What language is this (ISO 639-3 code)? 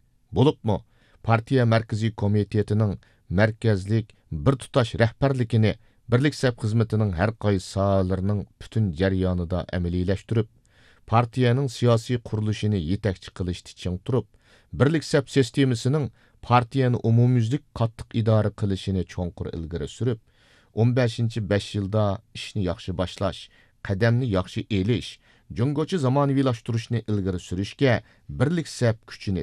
uig